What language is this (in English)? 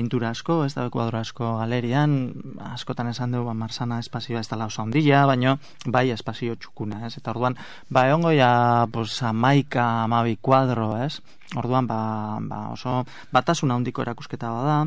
Basque